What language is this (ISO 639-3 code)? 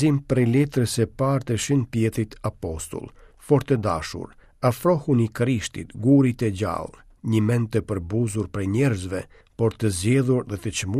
sqi